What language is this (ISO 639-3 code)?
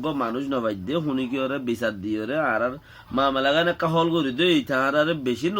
rhg